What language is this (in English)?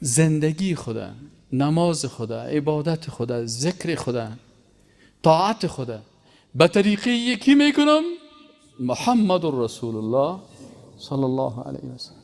Persian